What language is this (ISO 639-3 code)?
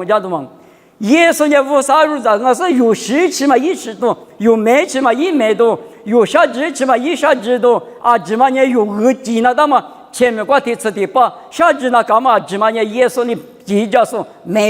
lis